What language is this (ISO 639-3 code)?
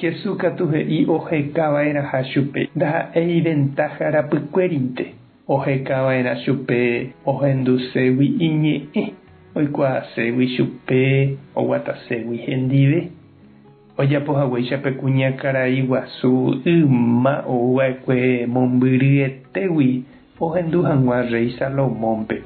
grn